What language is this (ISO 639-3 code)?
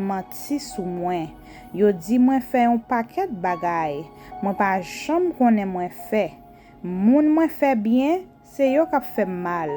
hat